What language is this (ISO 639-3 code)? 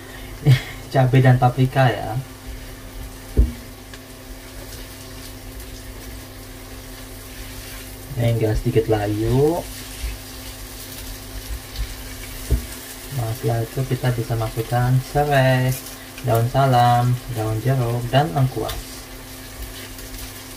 ind